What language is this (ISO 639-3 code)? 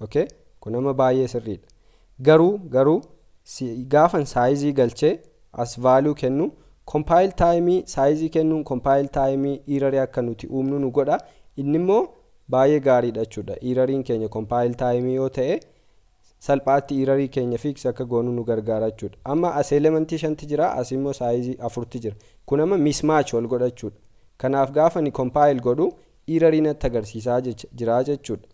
orm